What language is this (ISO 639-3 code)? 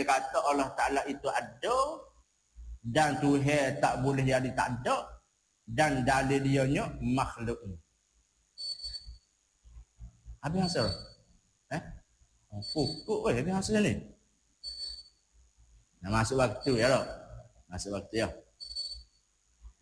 msa